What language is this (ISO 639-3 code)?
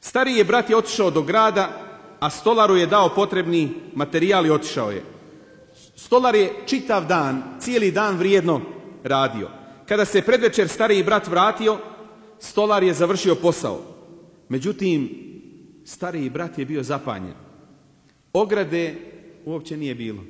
bos